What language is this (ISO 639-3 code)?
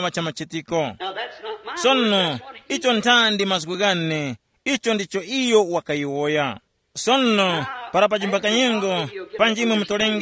tum